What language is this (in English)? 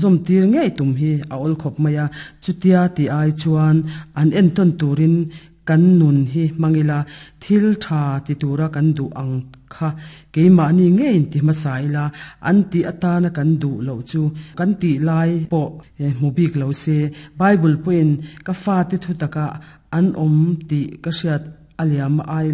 Mizo